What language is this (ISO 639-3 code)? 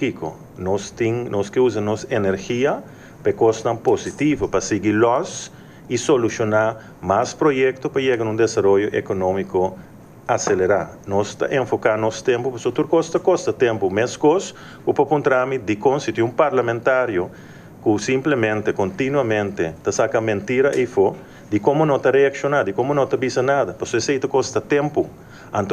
pap